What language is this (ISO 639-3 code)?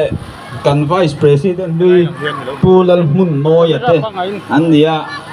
lus